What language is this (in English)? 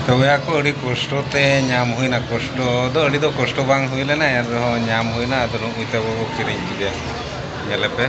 Santali